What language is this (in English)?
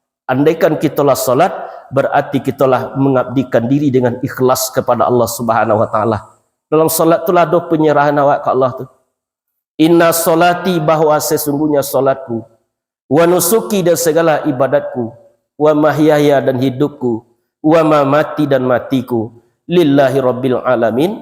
Minangkabau